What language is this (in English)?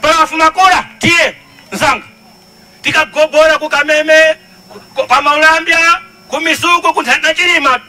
Nyanja